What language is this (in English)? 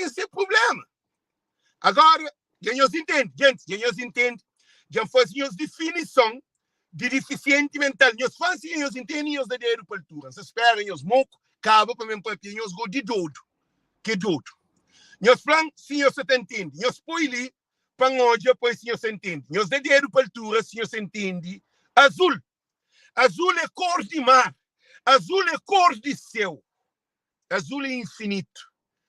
Kabuverdianu